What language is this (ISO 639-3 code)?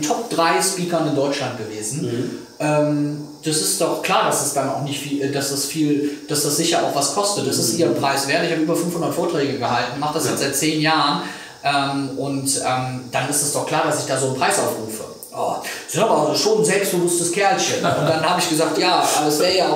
deu